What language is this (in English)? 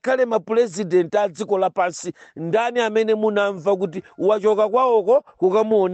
Nyanja